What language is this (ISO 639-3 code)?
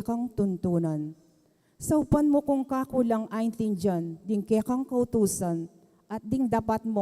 pam